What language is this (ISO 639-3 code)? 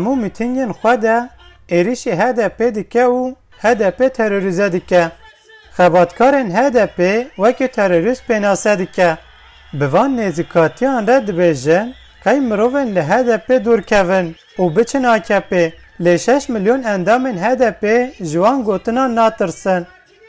kur